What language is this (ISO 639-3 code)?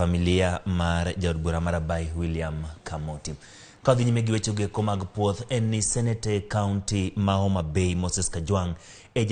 luo